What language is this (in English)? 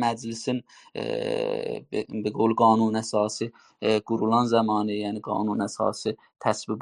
South Azerbaijani